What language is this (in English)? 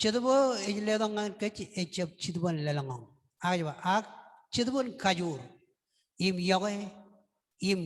Marshallese